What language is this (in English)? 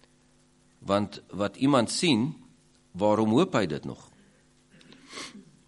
Afrikaans